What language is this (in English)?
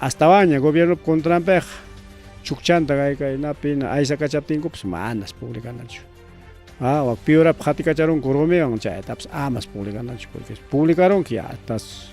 Ayacucho Quechua